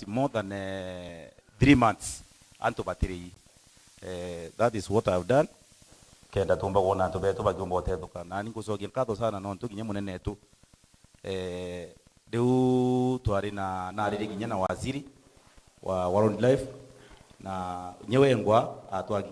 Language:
Meru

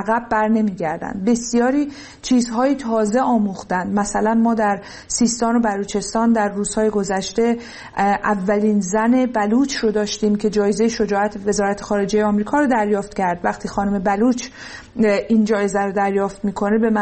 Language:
Persian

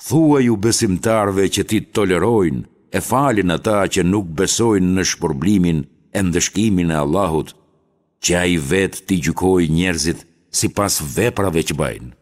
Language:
Albanian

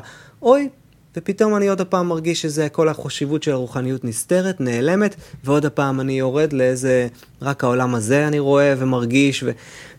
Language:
Hebrew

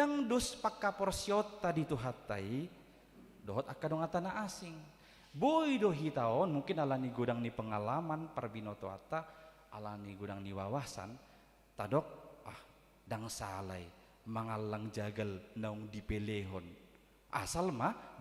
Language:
Batak Toba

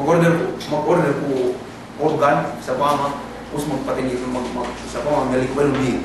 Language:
Yakan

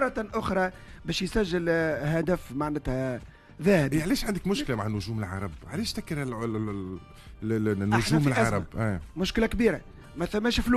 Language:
Tunisian Arabic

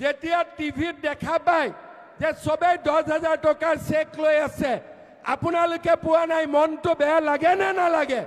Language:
Assamese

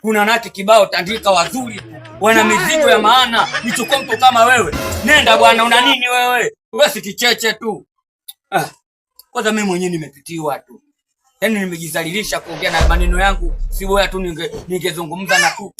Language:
Swahili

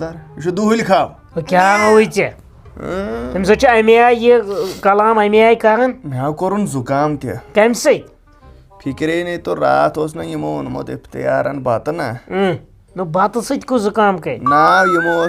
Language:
Kashmiri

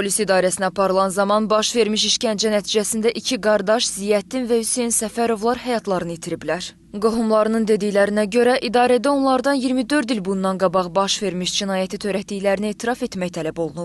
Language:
Azerbaijani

